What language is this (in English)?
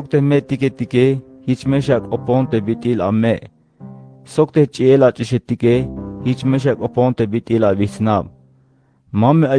Tzeltal